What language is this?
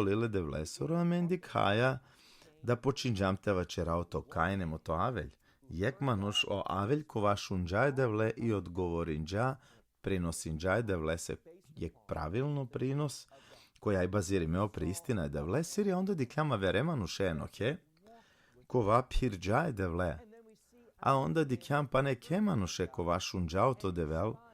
Balkan Romani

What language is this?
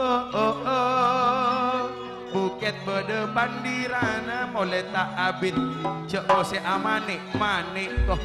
Madurese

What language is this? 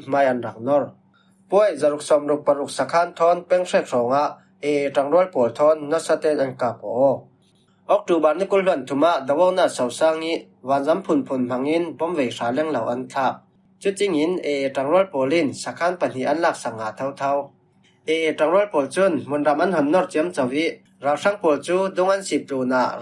Falam Chin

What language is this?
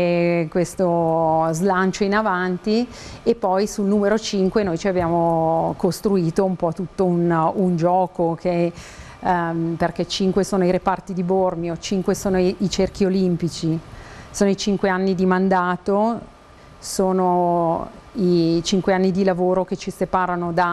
Italian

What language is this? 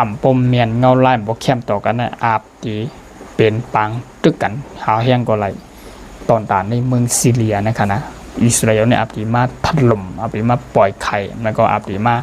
Shan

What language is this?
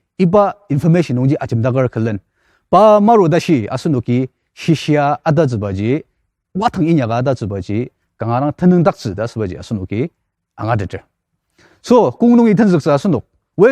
Ao Naga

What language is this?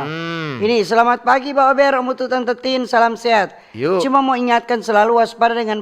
Manado Malay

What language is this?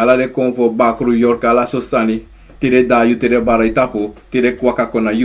Sranan Tongo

